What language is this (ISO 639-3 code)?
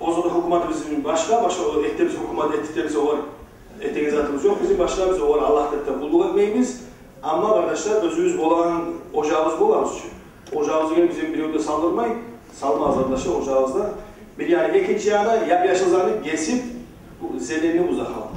kum